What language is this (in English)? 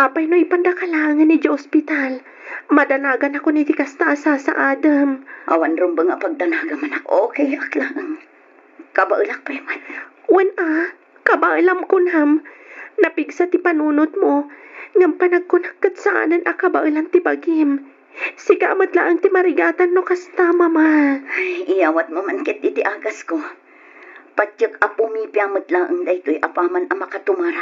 Iloko